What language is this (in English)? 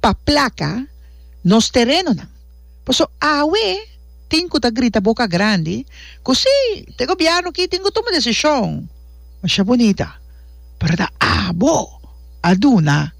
Papiamento